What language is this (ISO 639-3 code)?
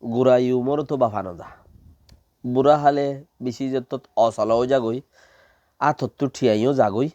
rhg